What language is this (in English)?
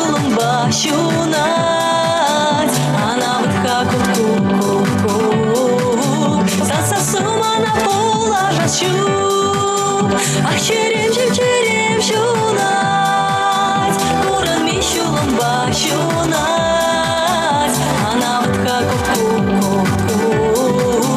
Chuvash